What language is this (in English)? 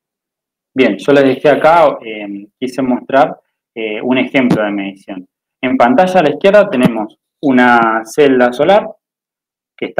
Spanish